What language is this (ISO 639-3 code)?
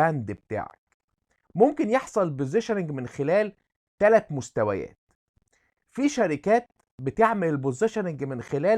arz